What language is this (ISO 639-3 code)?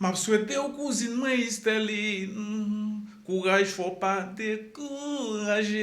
hat